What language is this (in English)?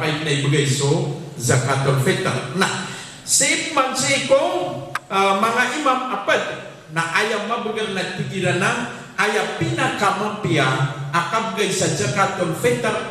Maranao